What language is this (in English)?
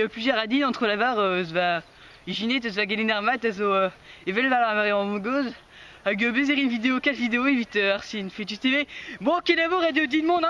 Breton